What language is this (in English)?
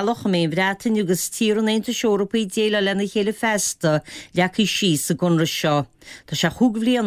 Irish